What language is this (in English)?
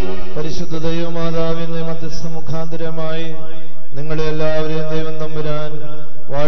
Malayalam